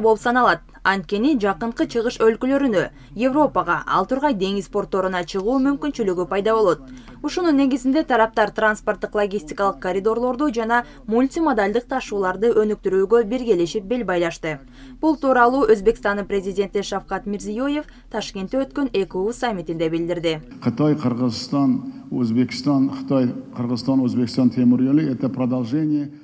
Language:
Kyrgyz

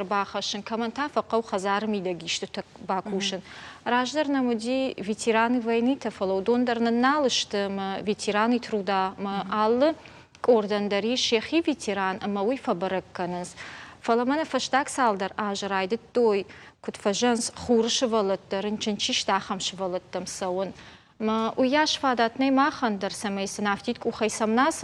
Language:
Ossetic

